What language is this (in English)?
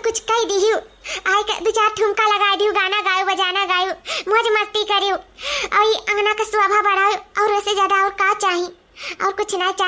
Awadhi